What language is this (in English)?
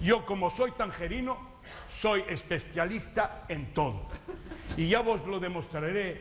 Ladino